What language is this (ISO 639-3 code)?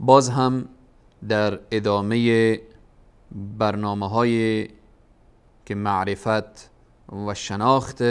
fas